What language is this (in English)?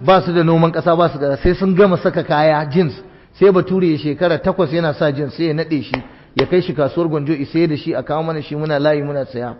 Hausa